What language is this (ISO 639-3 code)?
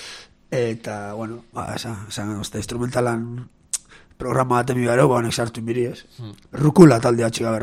eus